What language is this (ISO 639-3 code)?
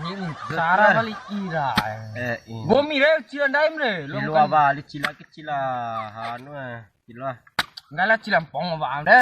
bhp